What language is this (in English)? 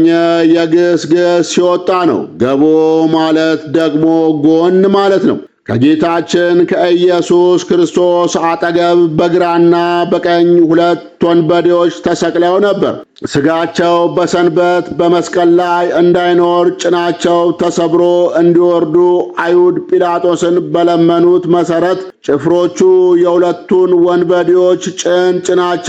Amharic